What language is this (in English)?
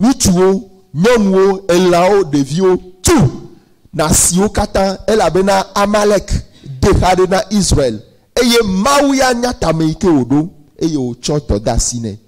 Ewe